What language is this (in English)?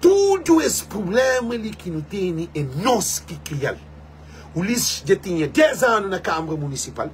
Kabuverdianu